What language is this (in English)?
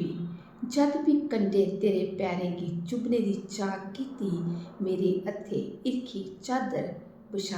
Dogri